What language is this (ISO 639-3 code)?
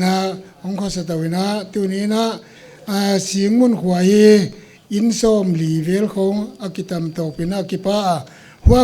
pck